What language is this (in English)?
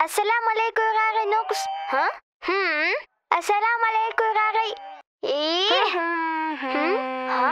Ingush